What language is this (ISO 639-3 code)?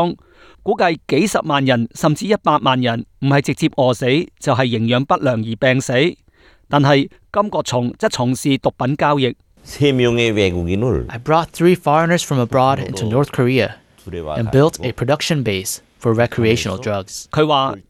yue